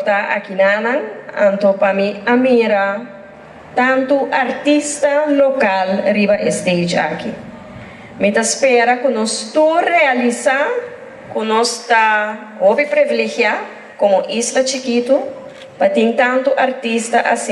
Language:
Papiamento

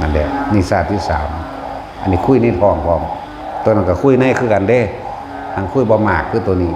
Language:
Northeastern Thai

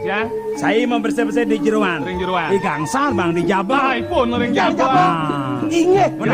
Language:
Balinese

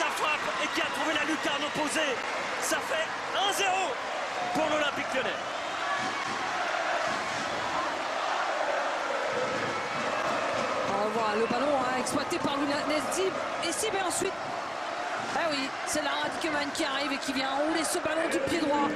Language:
French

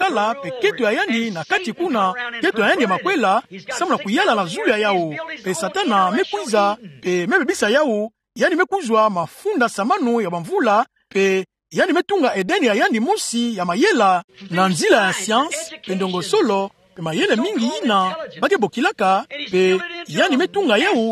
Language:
Kituba (Democratic Republic of Congo)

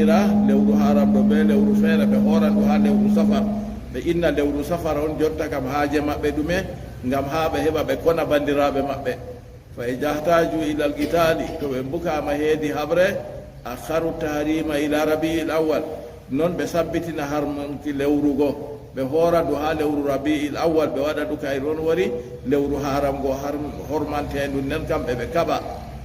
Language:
Fula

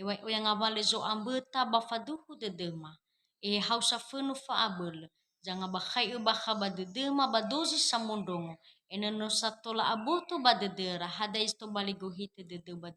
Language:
Nias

